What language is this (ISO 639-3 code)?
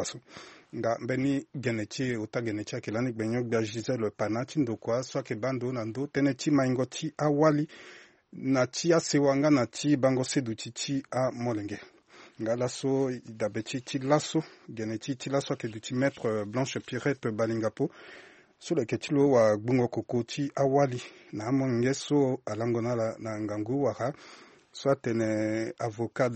sag